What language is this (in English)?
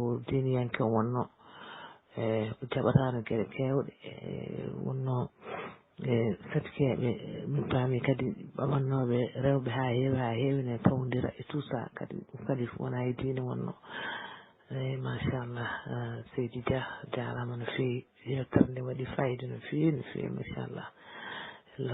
Fula